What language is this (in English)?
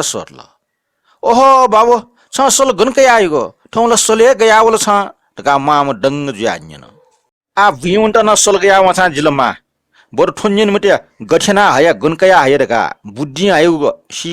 Newari